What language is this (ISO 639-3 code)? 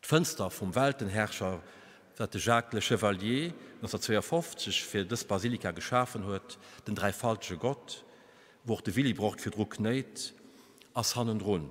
ltz